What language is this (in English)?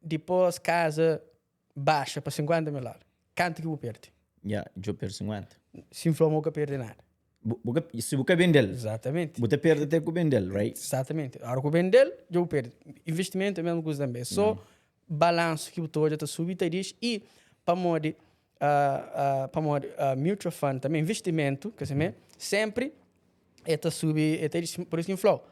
Kabuverdianu